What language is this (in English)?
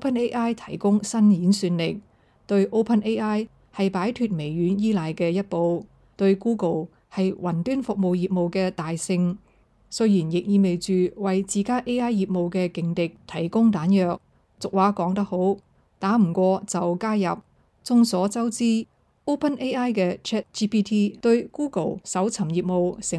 Cantonese